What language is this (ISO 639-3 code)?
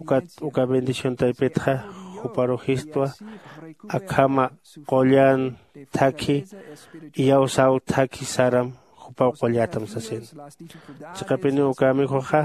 aym